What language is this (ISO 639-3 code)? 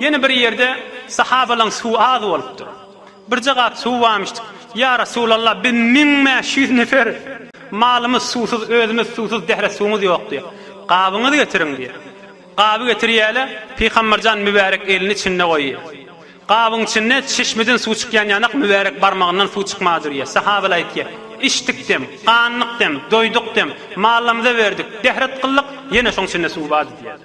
tuk